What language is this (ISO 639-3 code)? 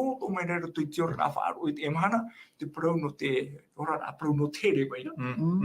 tah